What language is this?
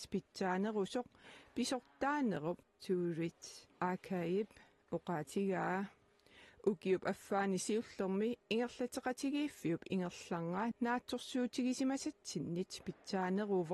Kalaallisut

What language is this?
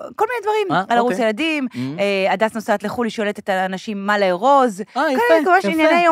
Hebrew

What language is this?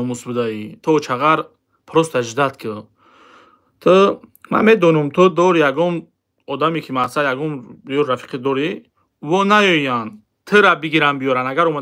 Tajik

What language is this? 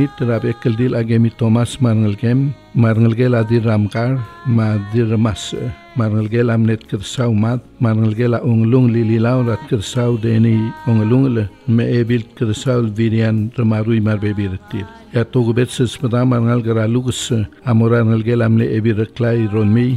Palauan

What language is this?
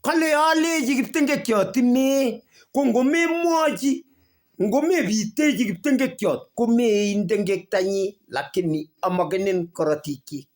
Kalenjin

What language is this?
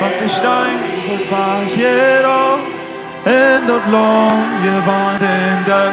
Plautdietsch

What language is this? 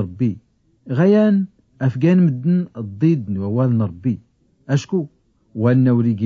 Tachelhit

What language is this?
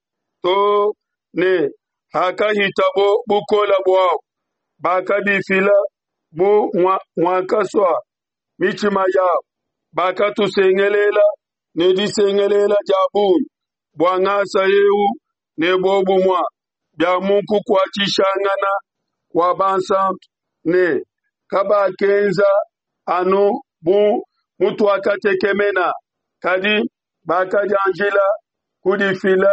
Luba-Lulua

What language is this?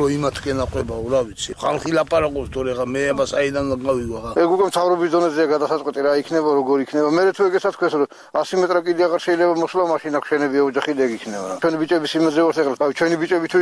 Georgian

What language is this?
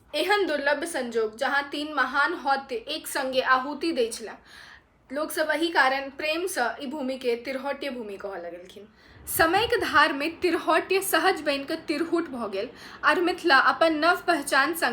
Maithili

